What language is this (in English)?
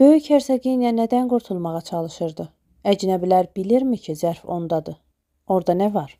Azerbaijani